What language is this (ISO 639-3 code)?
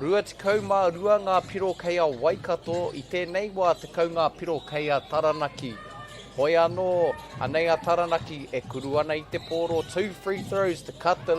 mri